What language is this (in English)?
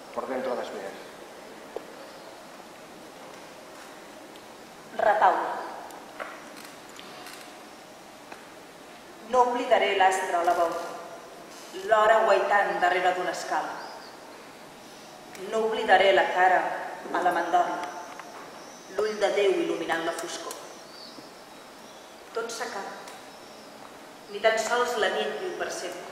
Catalan